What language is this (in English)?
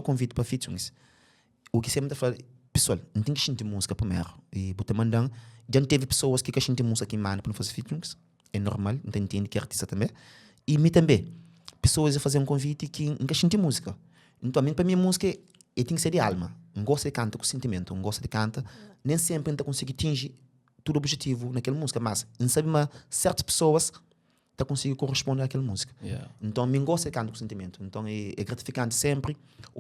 Kabuverdianu